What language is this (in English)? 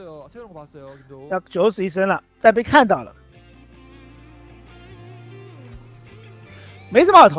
Chinese